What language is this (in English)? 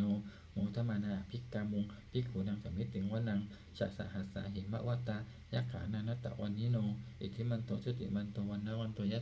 Pali